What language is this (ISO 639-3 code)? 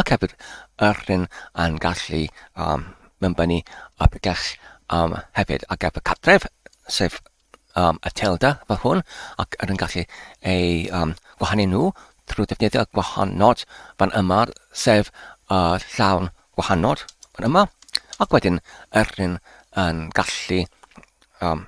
cym